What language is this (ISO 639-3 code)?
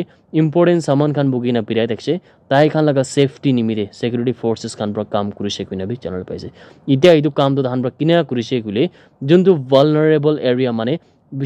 nag